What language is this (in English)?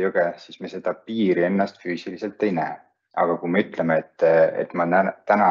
Estonian